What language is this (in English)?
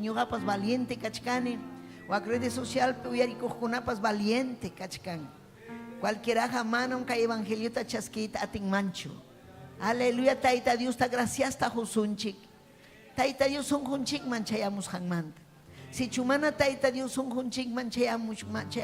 Ayacucho Quechua